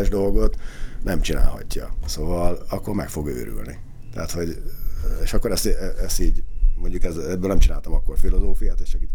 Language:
Hungarian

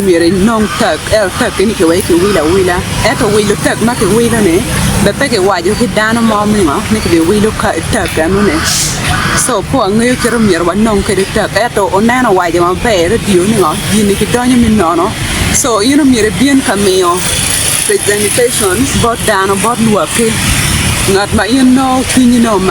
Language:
Acoli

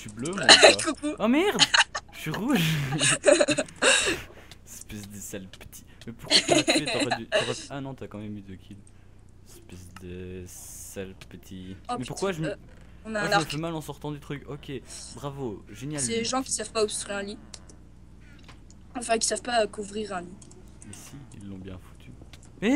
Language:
French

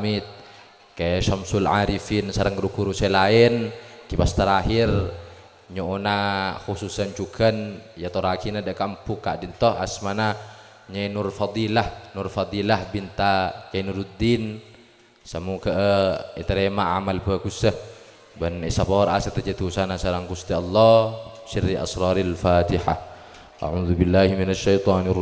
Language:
Madurese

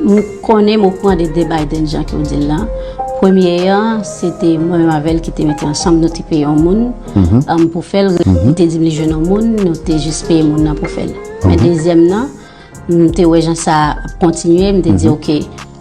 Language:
Haitian Creole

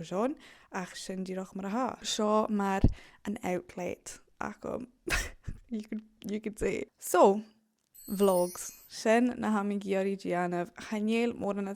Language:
Scottish Gaelic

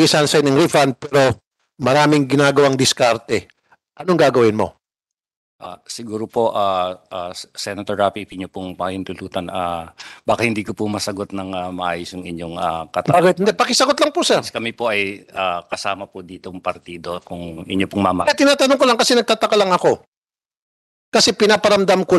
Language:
Filipino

